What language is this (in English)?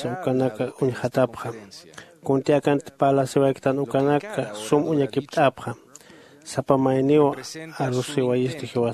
Aymara